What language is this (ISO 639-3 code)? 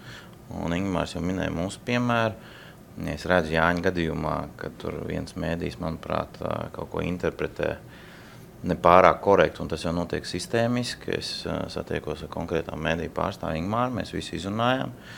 lav